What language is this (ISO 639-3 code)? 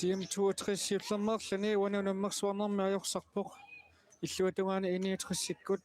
kal